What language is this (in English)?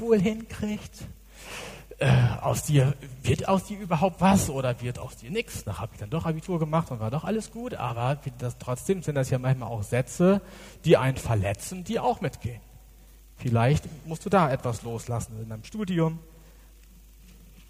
German